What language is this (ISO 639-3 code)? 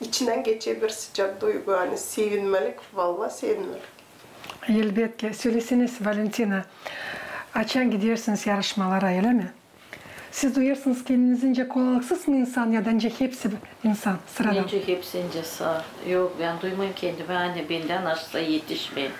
gag